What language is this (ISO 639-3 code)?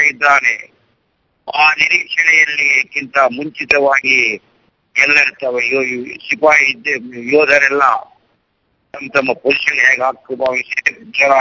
kan